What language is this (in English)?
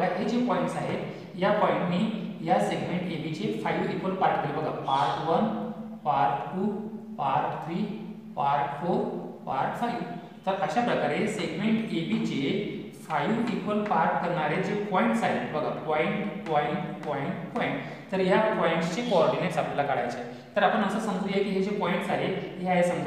Marathi